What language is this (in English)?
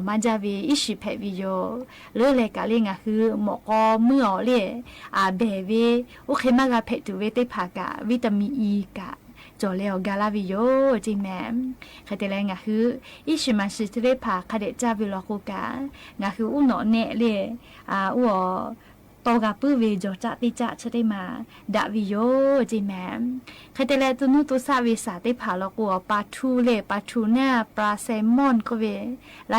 Lahu